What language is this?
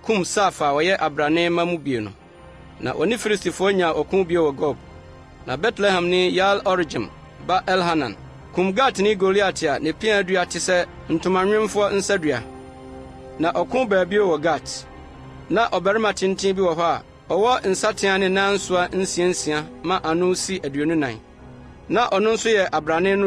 Akan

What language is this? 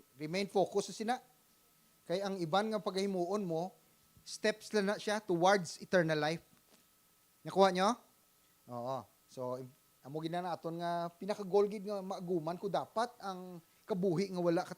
Hiligaynon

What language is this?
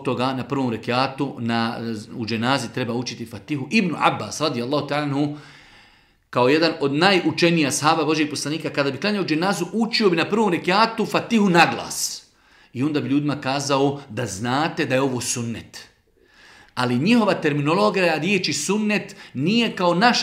Bosnian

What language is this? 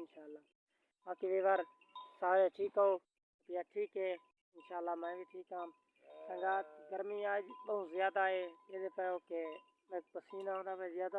Saraiki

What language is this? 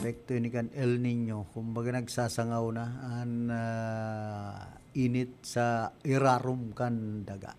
Bikol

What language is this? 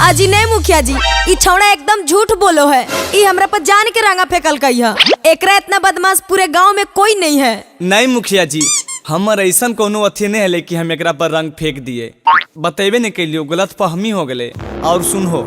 Magahi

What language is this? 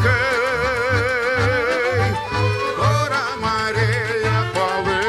Gagauz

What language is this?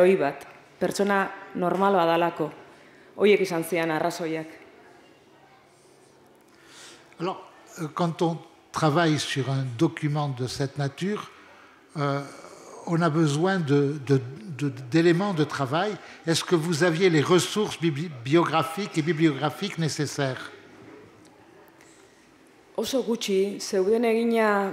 Basque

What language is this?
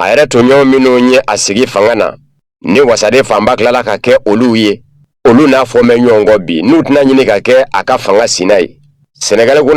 Bambara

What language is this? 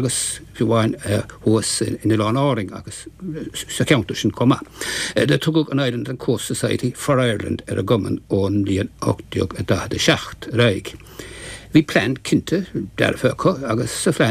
Irish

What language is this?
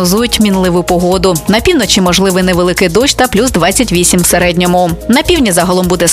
Ukrainian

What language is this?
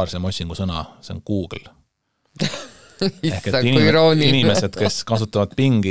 Estonian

